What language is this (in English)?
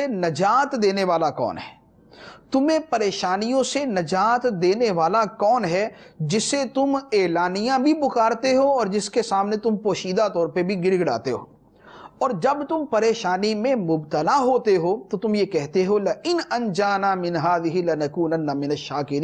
Urdu